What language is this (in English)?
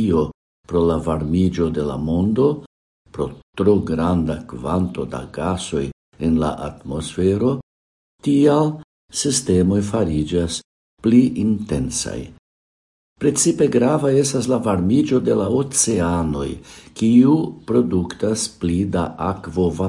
Esperanto